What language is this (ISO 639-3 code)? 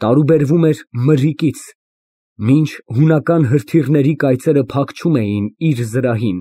hye